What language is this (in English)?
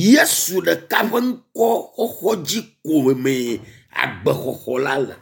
Ewe